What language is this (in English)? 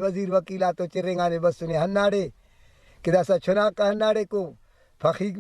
Brahui